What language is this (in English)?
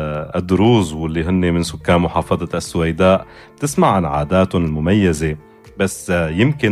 North Levantine Arabic